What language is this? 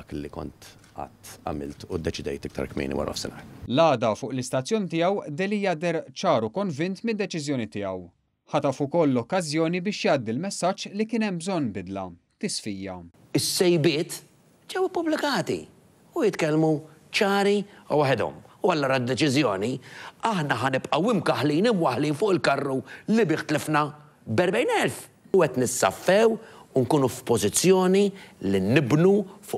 Maltese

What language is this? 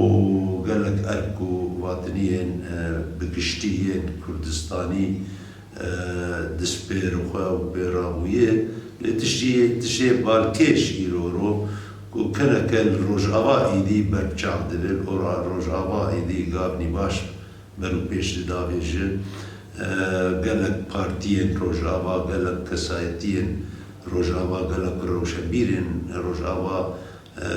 Kurdish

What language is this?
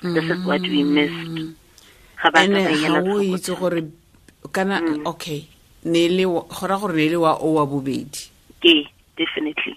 Tswana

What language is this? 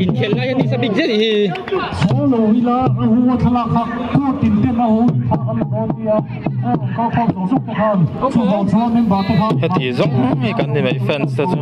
Mizo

